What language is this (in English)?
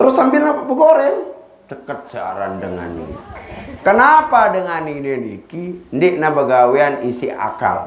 Sasak